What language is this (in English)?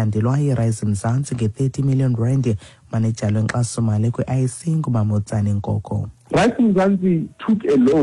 Xhosa